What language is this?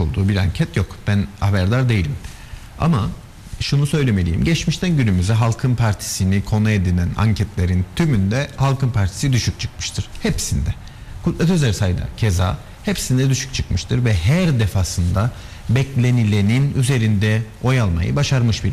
Turkish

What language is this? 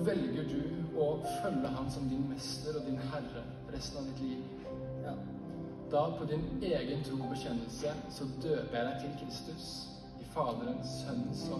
Norwegian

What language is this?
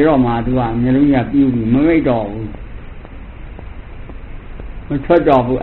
Burmese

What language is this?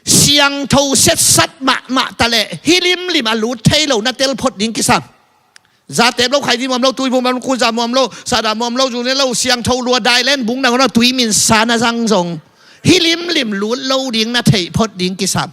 Tedim Chin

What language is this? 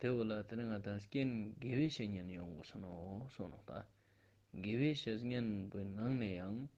Ladakhi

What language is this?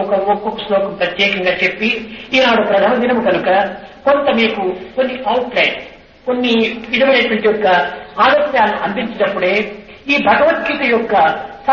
Telugu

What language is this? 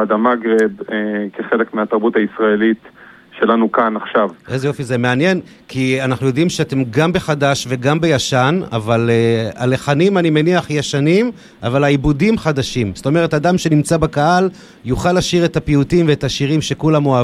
Hebrew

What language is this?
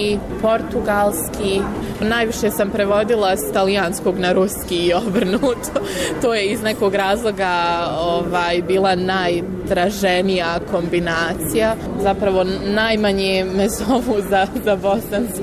Bosnian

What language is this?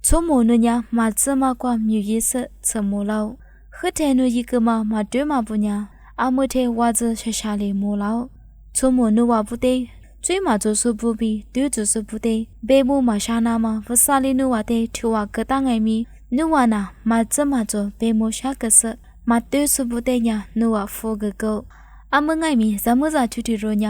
Lisu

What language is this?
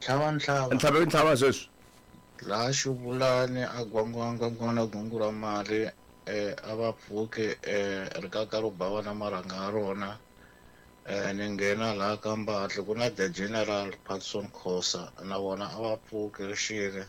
Tsonga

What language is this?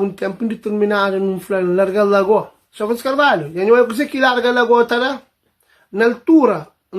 Kabuverdianu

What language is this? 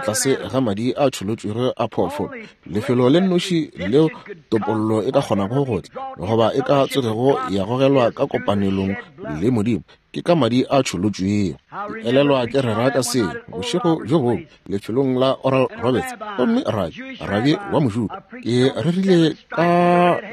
Northern Sotho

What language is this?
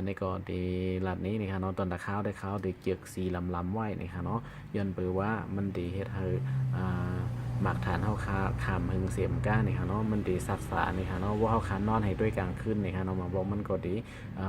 Shan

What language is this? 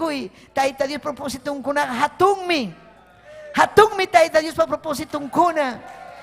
Ayacucho Quechua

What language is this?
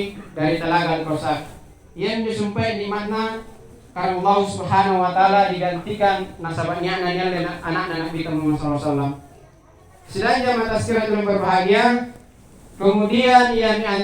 Makasar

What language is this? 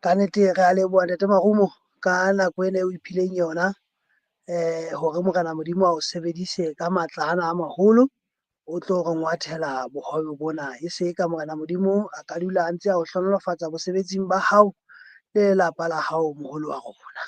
Southern Sotho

